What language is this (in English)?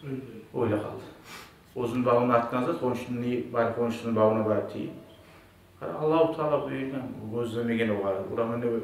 Kumyk